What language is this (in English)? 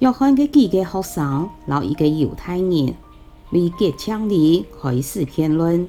Hakka Chinese